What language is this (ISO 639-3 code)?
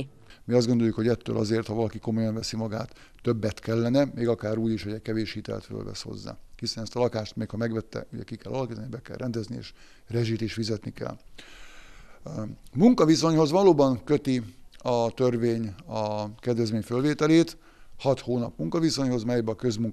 hun